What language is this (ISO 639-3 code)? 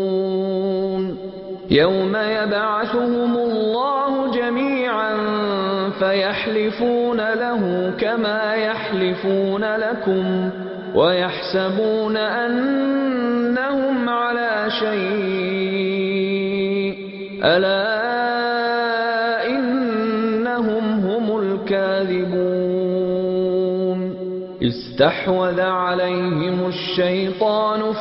ara